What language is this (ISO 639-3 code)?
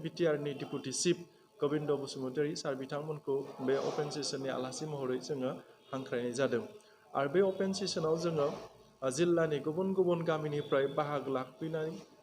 brx